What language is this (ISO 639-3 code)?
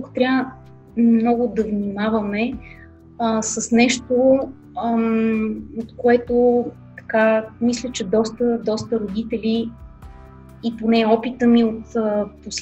bul